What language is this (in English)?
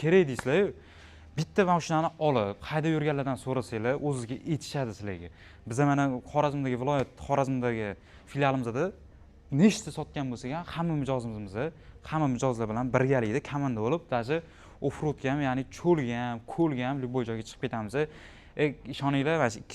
Uzbek